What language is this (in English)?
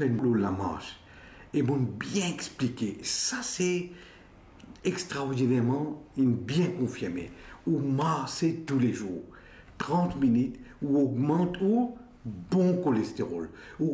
Morisyen